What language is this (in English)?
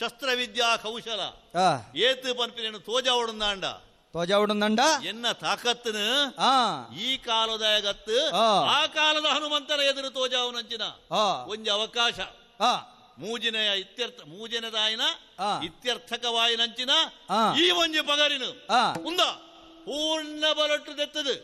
Tulu